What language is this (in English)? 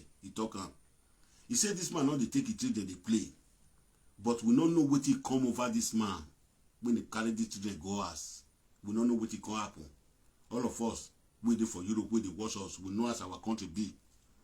Nigerian Pidgin